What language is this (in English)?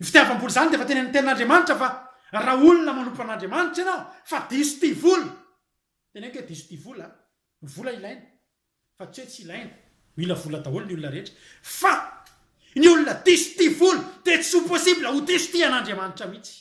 Malagasy